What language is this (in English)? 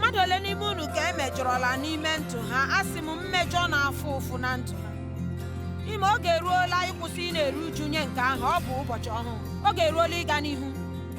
Igbo